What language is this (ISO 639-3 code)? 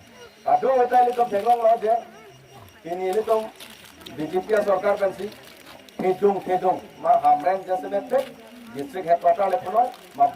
mjw